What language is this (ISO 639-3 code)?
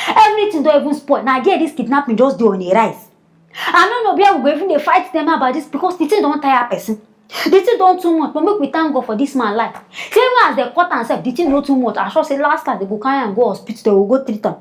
pcm